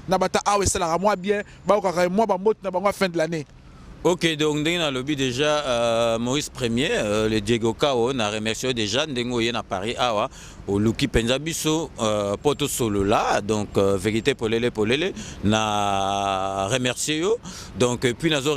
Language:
Lingala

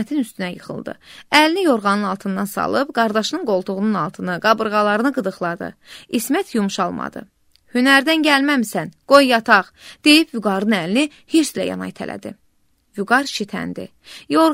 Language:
Azerbaijani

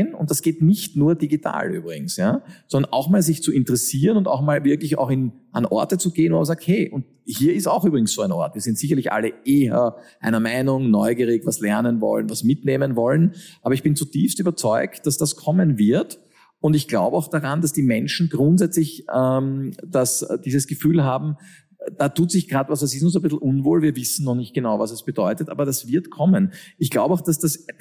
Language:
German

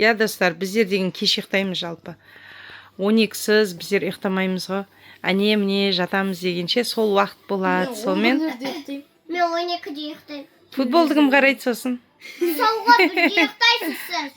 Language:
Kazakh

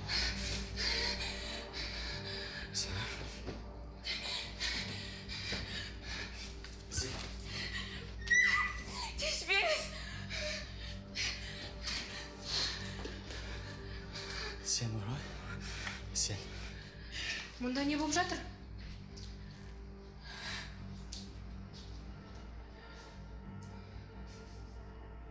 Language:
Kazakh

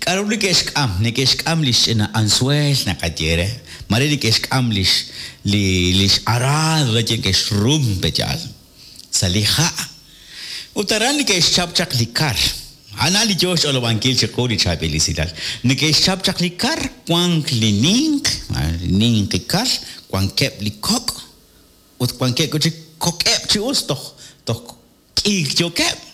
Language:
Kekchí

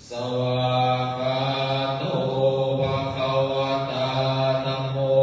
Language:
Pali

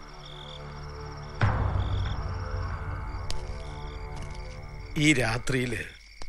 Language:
Malayalam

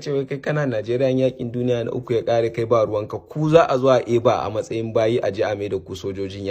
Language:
Hausa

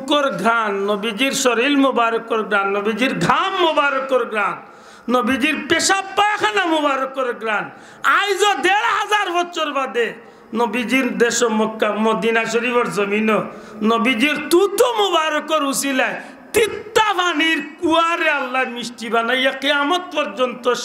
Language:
Sylheti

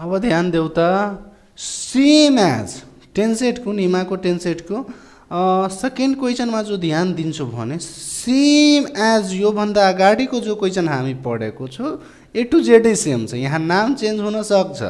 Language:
Nepali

